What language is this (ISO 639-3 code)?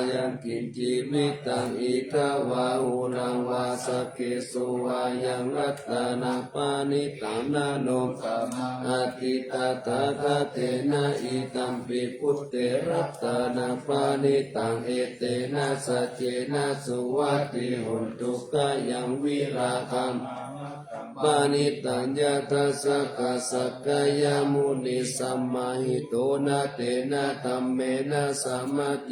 pli